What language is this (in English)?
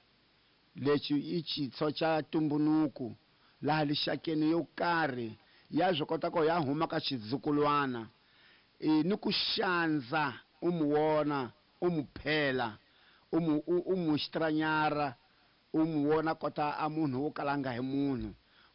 Tsonga